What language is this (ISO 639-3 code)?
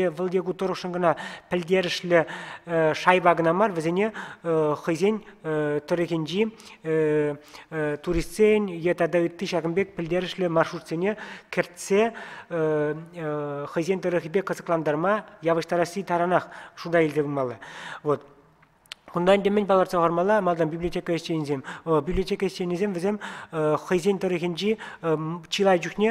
chv